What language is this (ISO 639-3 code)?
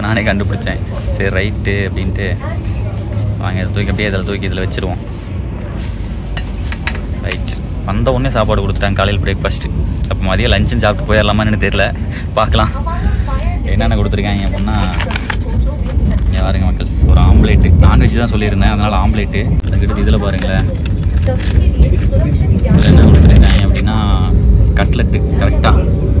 tam